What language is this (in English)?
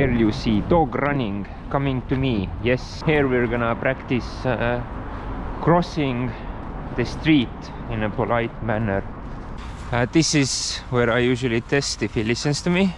English